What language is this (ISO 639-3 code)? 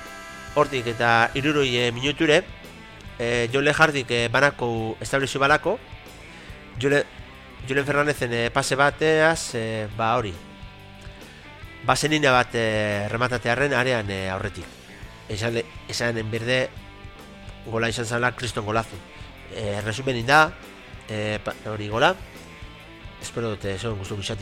eus